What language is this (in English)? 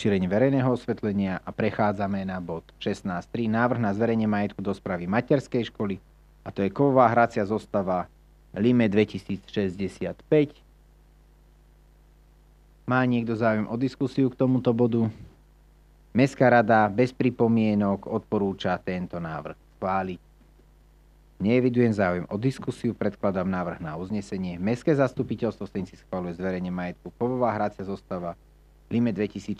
Slovak